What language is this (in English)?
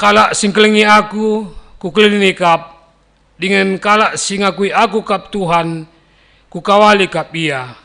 Batak Karo